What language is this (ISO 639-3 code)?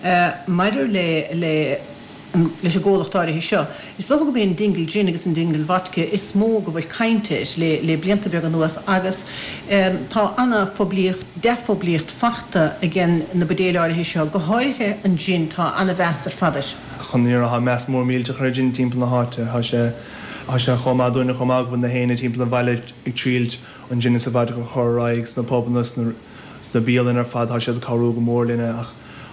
gle